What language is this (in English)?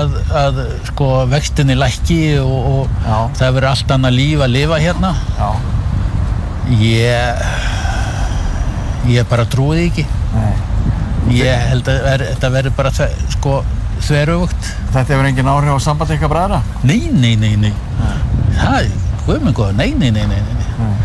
Icelandic